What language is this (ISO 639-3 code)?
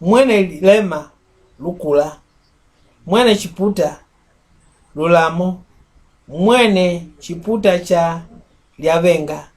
mck